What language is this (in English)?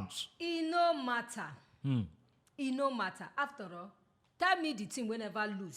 Nigerian Pidgin